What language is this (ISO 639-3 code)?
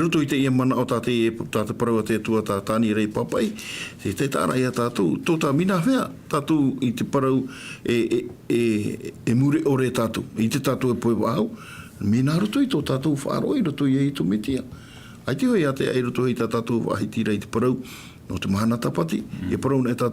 tah